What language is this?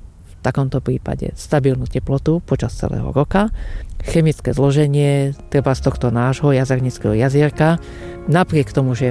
Slovak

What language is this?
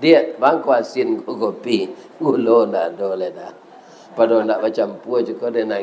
Minangkabau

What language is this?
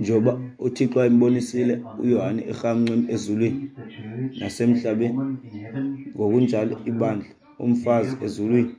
Xhosa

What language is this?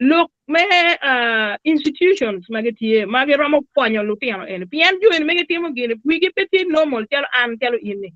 Acoli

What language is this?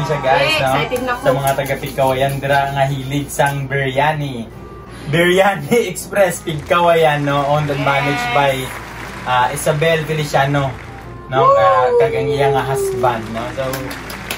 Hiligaynon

